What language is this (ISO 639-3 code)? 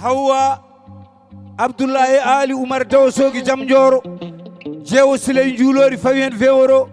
ful